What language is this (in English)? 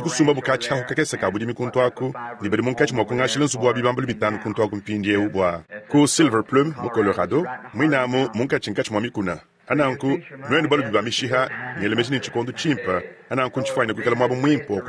Luba-Lulua